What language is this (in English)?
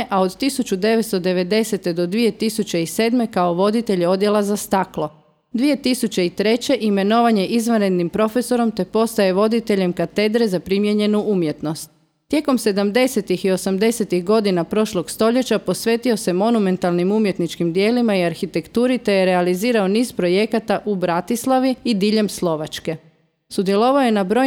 Croatian